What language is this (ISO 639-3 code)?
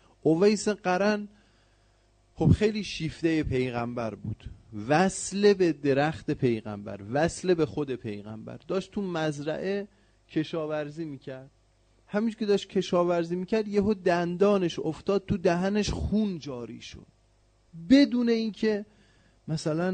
fas